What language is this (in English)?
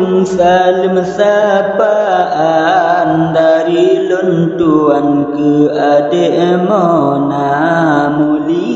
Achinese